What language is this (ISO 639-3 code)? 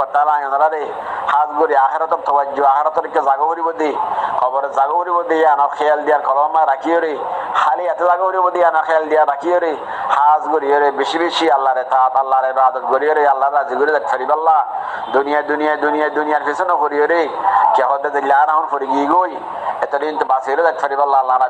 rhg